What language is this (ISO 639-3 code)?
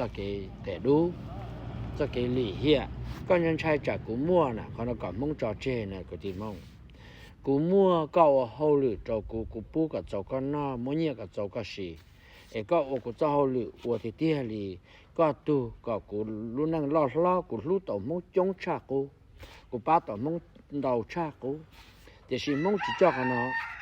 hmn